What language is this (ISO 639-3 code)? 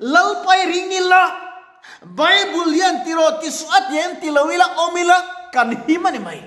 lus